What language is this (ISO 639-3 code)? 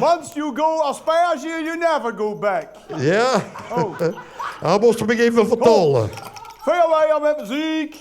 lim